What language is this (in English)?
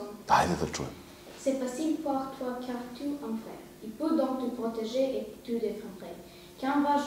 Serbian